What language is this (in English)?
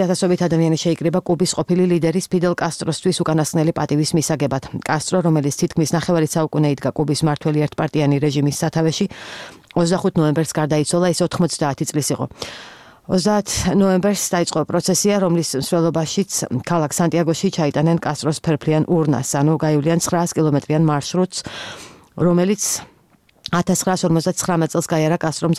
Georgian